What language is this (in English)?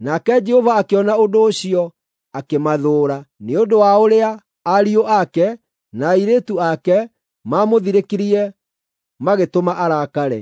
Kikuyu